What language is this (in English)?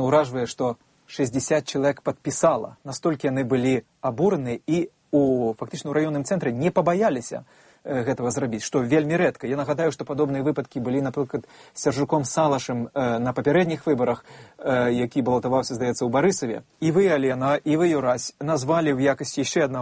Belarusian